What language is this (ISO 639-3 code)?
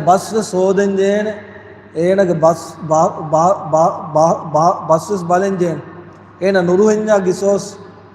div